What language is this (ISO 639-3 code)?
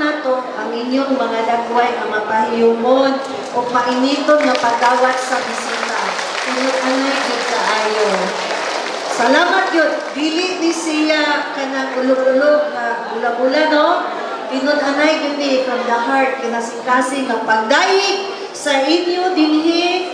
ceb